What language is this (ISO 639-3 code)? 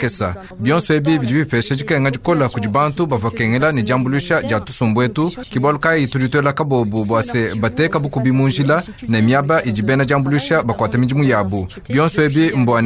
lua